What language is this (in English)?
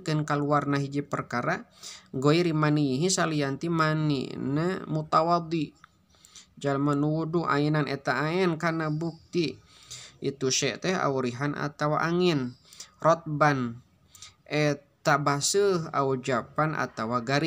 Sundanese